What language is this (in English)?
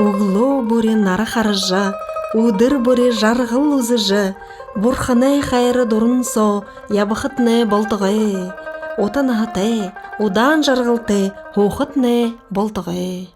Buriat